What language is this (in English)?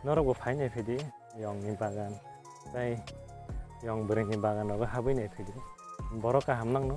Kok Borok